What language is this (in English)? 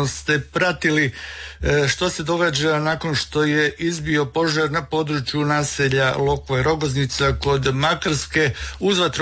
Croatian